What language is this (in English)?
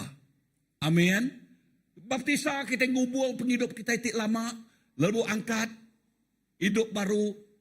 Iban